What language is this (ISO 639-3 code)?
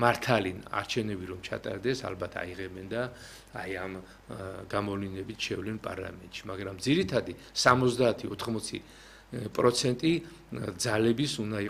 kat